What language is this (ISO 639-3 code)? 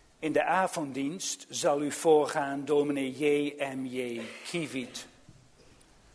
nld